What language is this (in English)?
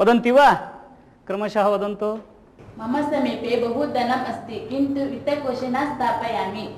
Sanskrit